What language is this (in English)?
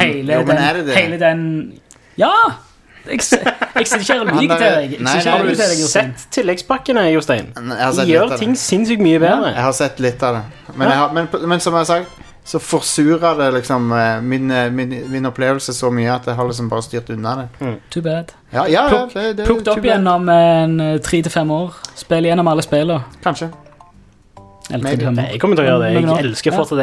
Norwegian